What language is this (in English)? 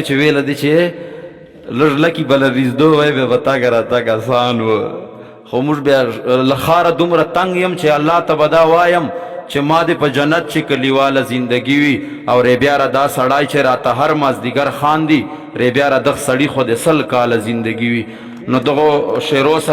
Pashto